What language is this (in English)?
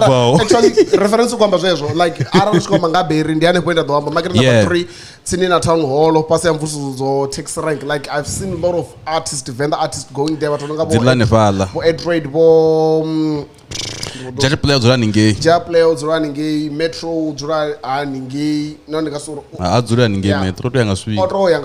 Venda